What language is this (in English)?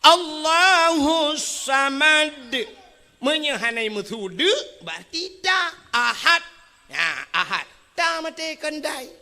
Achinese